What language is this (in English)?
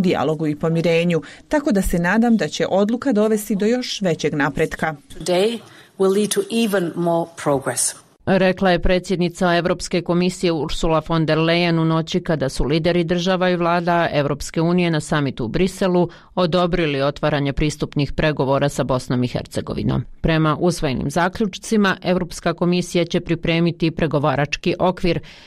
Bosnian